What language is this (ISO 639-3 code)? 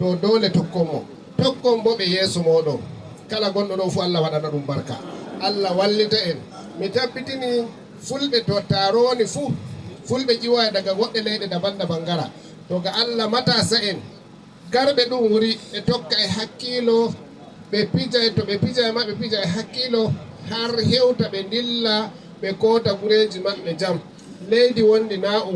ful